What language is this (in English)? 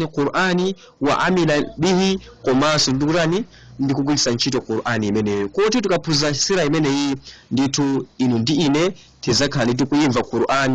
Nyanja